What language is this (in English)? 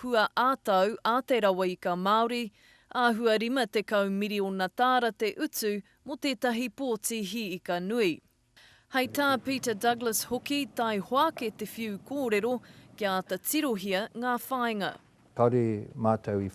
Māori